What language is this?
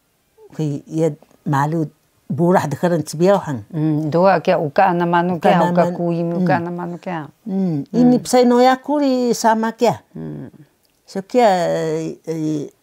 Taroko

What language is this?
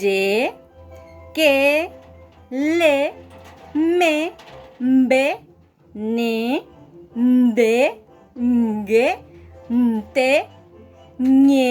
Guarani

